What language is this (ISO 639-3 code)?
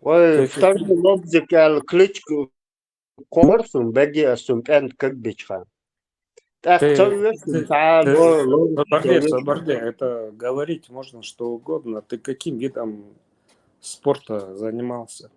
che